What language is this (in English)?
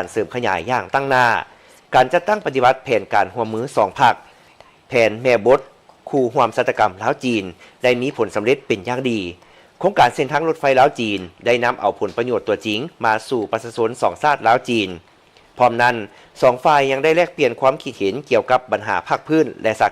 Lao